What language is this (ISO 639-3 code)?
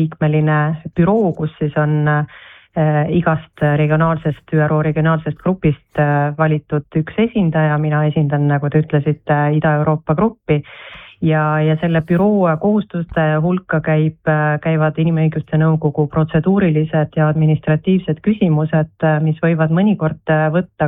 est